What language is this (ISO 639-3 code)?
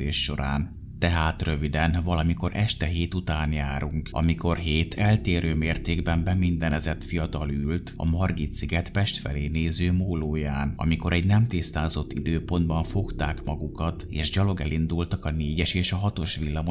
hun